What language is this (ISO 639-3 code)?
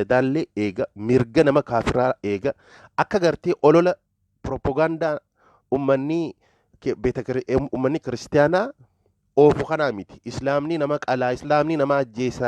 orm